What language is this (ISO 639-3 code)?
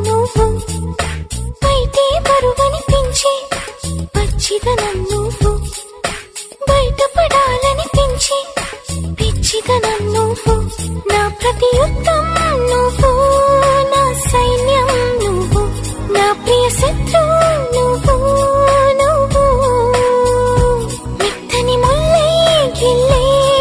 tel